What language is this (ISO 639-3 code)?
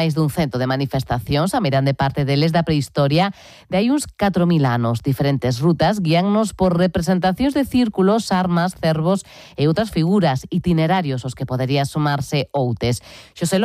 glg